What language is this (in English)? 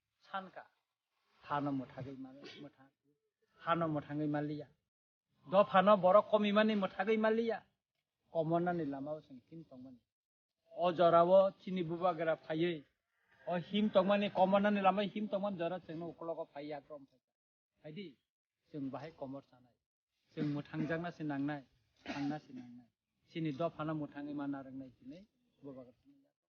Kok Borok